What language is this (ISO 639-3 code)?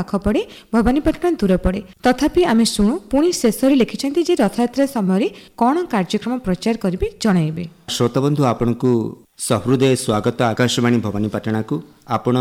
ori